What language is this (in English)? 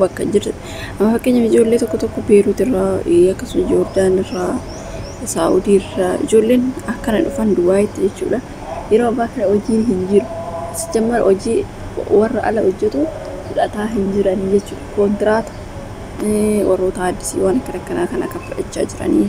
Oromo